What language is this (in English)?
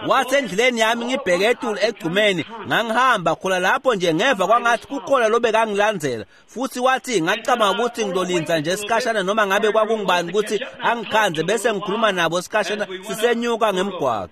Swati